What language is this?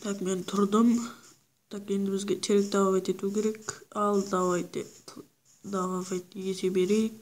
Kara-Kalpak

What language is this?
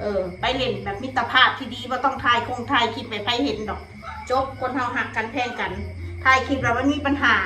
Northeastern Thai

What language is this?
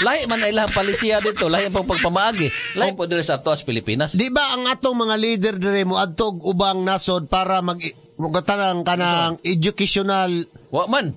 Cebuano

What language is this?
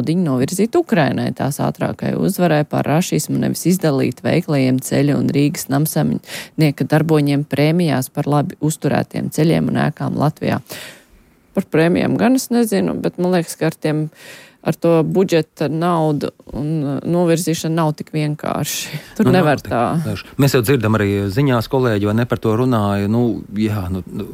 Latvian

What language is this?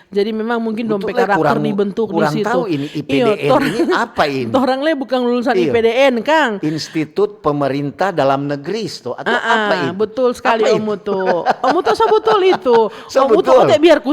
Manado Malay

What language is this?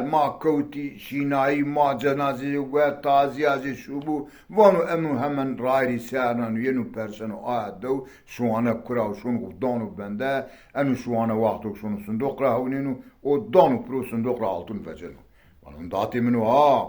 Zaza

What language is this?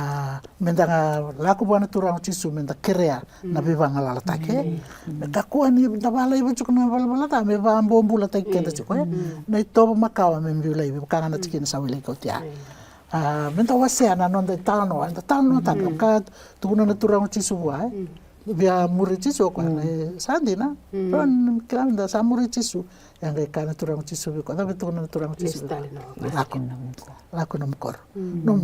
Fijian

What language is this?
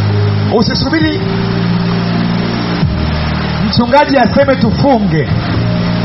Swahili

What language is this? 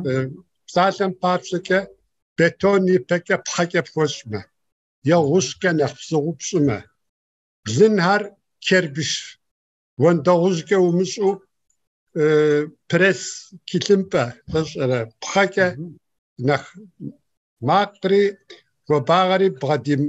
Kabardian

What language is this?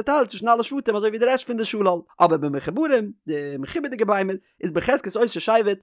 Yiddish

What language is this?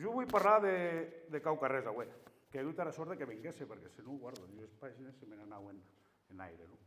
Occitan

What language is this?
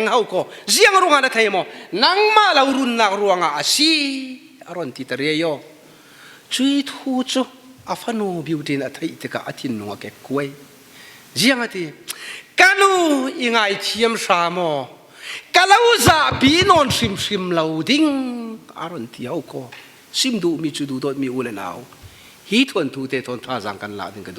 Falam Chin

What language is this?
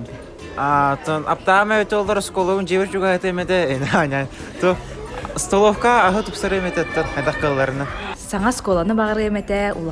Yakut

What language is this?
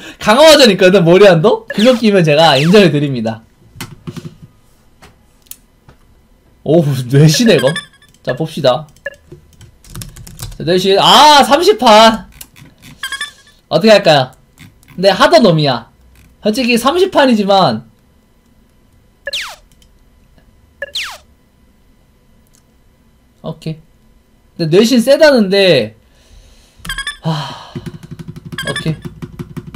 Korean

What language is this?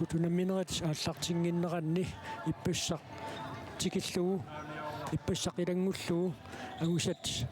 Kalaallisut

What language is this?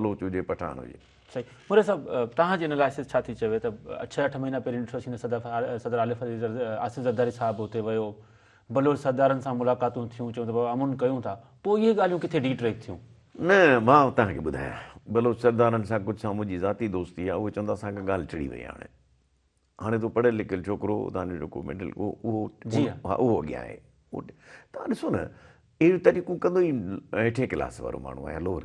Sindhi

